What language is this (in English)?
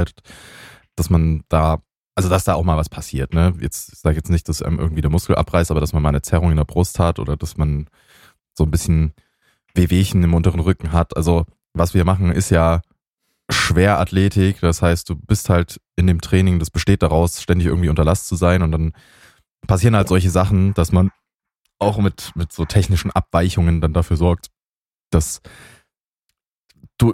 German